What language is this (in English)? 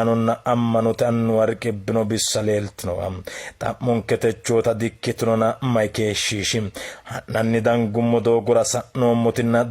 Sidamo